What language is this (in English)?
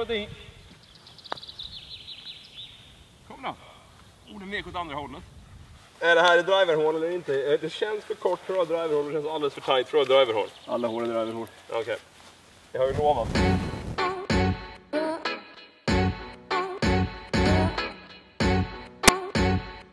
Swedish